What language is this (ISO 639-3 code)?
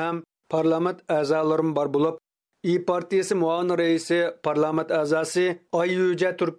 uig